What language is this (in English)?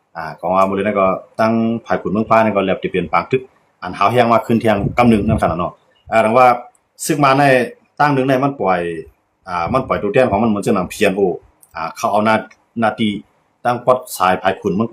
Shan